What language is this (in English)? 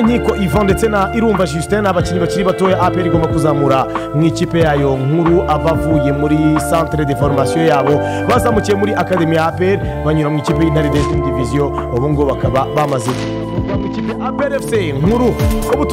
Kinyarwanda